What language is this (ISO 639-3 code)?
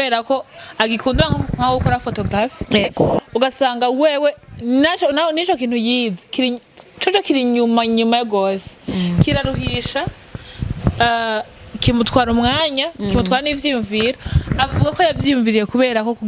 run